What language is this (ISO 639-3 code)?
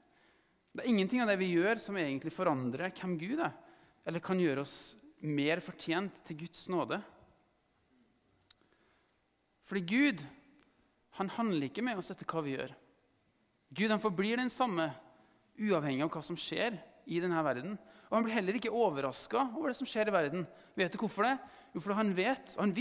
nor